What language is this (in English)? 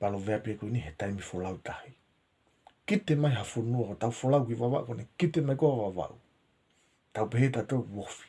Tongan